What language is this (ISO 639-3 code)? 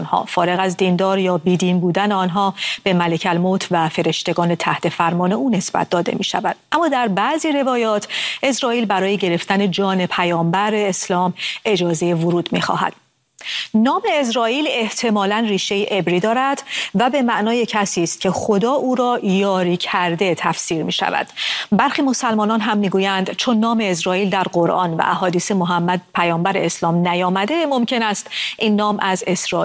fas